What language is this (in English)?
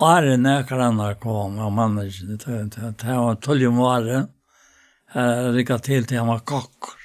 Faroese